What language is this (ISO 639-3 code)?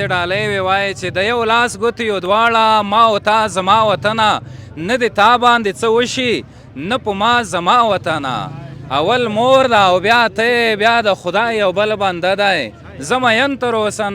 pus